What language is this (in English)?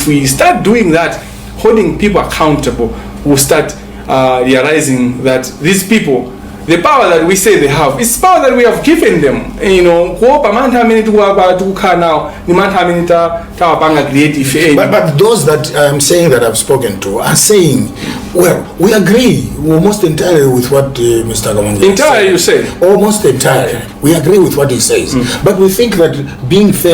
Nyanja